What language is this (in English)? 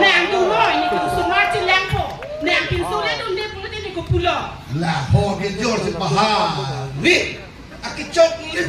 Karbi